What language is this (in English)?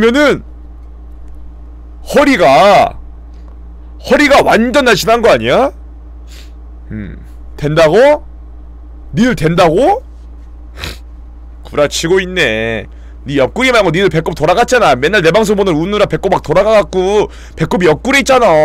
Korean